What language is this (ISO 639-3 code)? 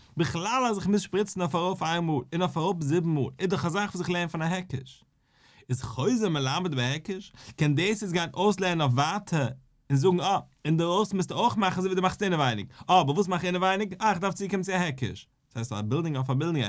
yid